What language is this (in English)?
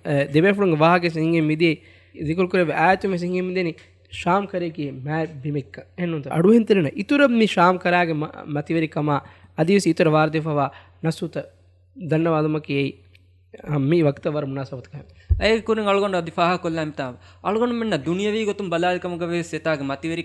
Divehi